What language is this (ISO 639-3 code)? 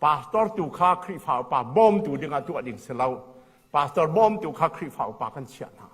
cnh